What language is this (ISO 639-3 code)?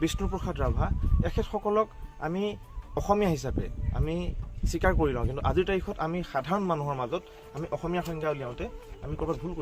asm